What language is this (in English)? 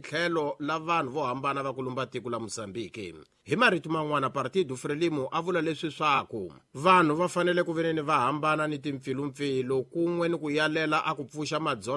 Tsonga